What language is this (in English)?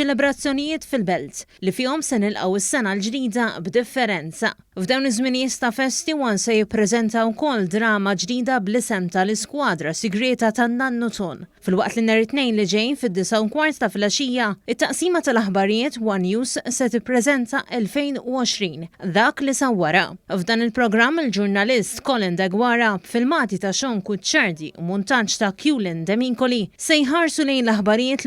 Maltese